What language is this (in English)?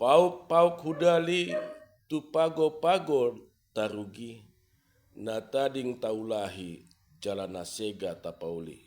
Batak Toba